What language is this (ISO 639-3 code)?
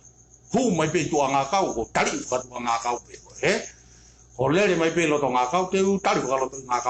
ton